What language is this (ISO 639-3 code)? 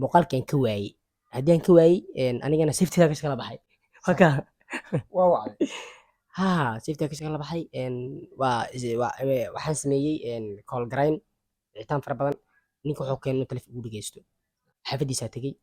som